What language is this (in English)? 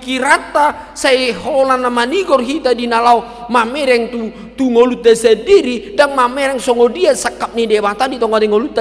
Batak Toba